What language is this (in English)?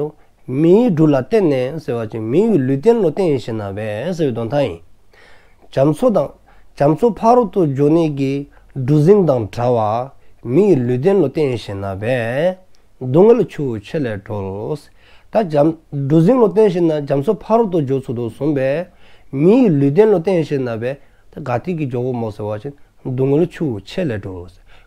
Dzongkha